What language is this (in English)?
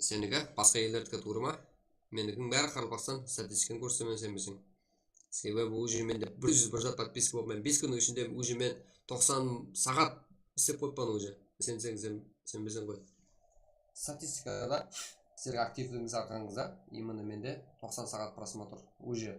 Kara-Kalpak